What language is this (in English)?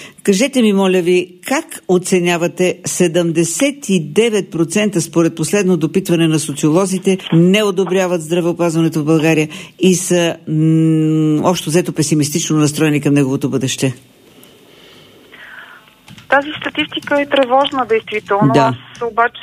Bulgarian